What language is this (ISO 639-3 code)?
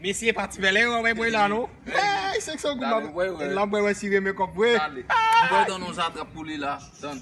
hat